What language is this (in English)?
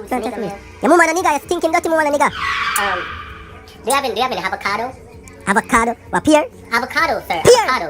Jamaican Creole English